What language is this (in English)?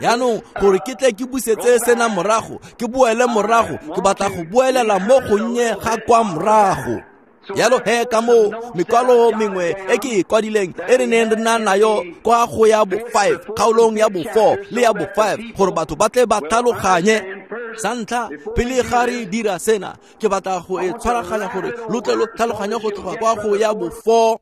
Tswana